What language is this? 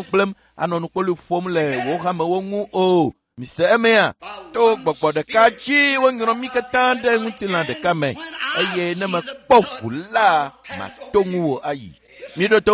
Ewe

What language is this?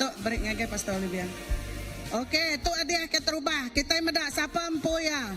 Iban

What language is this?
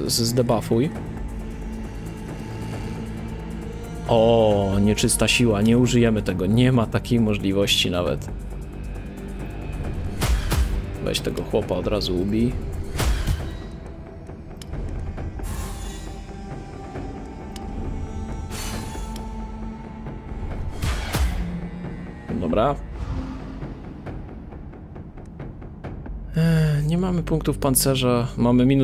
Polish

